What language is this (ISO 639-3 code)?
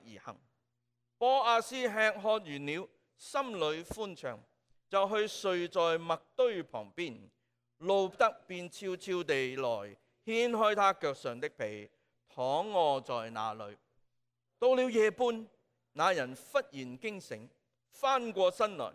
yue